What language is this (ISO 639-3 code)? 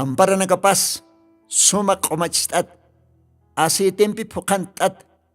aym